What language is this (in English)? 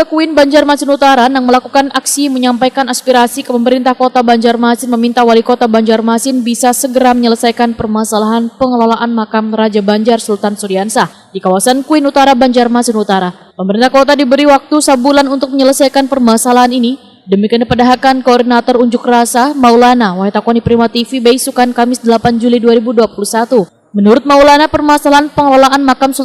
Banjar